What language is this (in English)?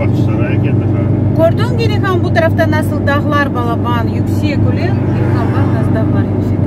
Crimean Tatar